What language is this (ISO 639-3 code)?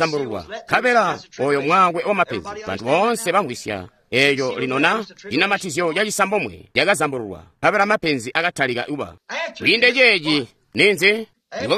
toi